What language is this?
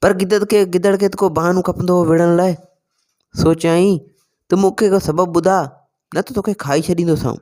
Sindhi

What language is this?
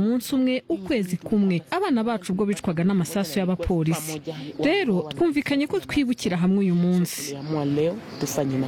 Kinyarwanda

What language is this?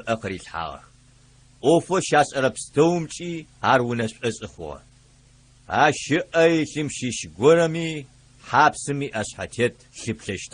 Adyghe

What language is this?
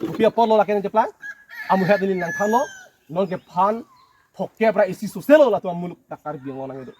Karbi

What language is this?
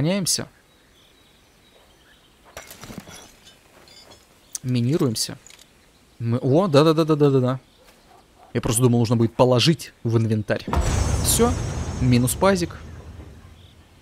Russian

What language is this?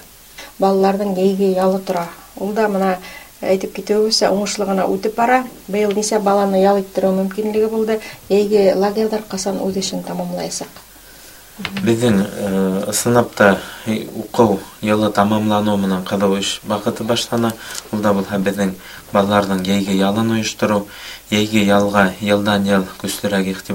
Bashkir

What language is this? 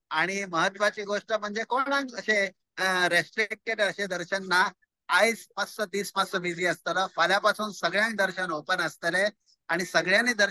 Konkani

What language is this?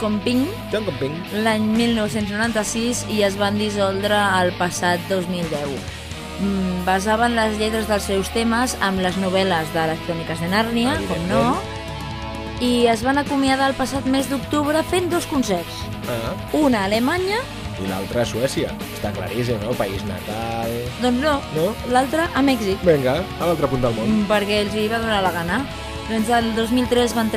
Catalan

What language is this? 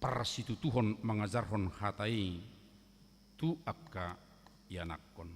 Batak Toba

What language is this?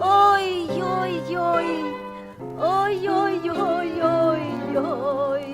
Yiddish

